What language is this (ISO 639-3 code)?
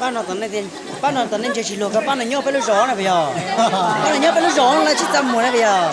hmn